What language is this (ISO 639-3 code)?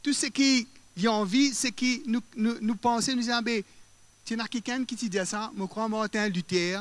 mfe